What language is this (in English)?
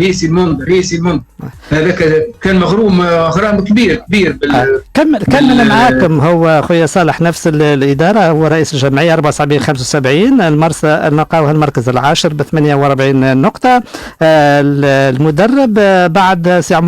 Tunisian Arabic